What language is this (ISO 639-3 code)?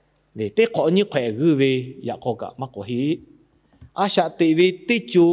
lhu